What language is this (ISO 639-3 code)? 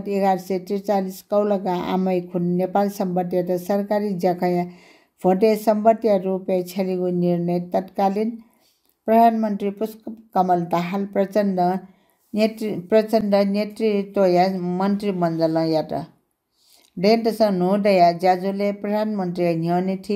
new